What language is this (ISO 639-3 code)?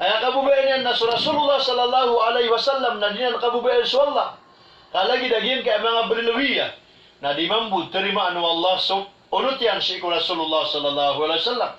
mrw